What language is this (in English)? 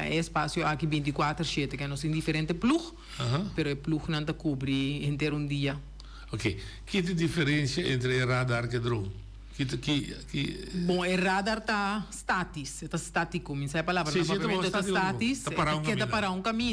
Papiamento